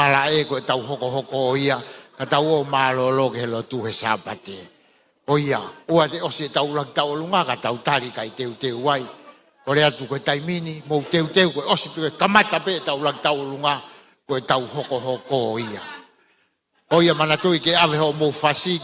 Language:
Tongan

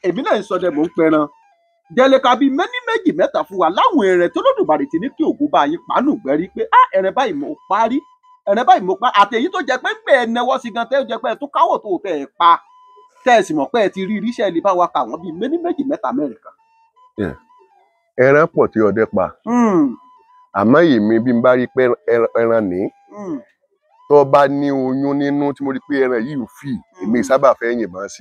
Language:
Yoruba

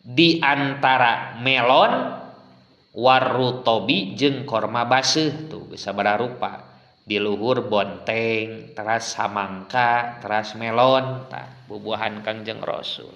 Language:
Sundanese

